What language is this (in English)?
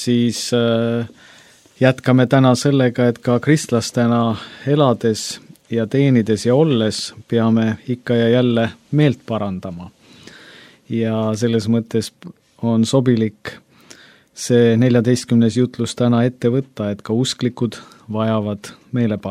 Estonian